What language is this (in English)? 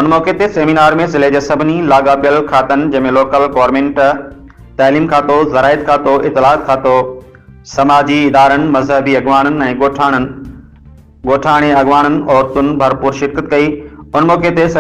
Sindhi